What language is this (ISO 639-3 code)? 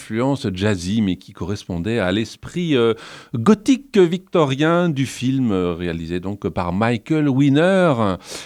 fra